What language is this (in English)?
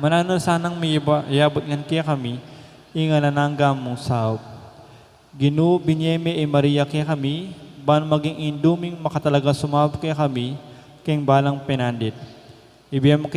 Pampanga